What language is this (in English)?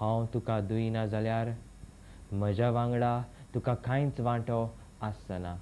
Konkani